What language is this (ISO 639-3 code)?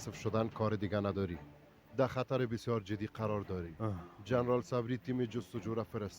fas